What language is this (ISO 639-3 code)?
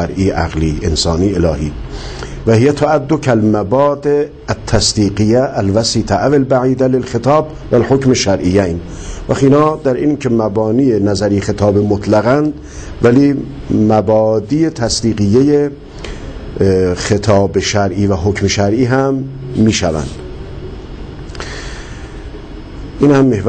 fas